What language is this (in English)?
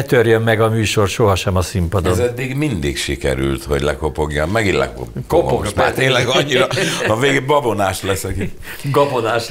Hungarian